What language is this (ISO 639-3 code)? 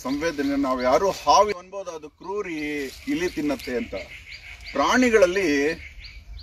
kan